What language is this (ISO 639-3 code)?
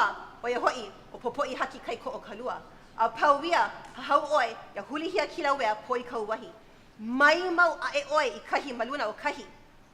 haw